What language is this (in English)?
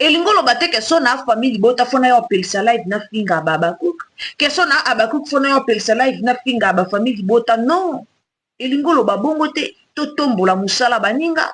Lingala